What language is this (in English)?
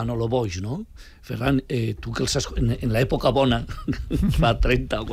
Catalan